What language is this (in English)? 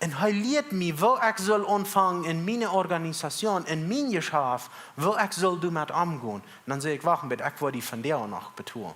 Plautdietsch